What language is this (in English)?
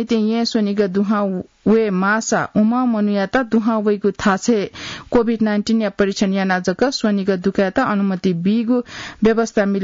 Newari